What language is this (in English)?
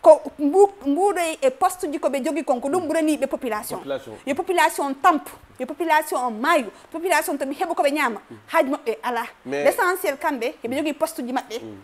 Fula